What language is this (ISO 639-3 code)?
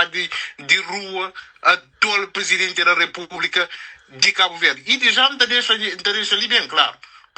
kea